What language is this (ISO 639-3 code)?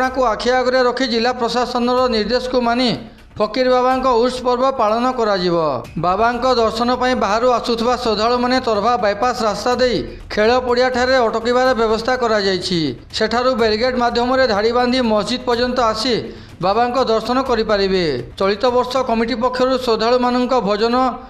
ori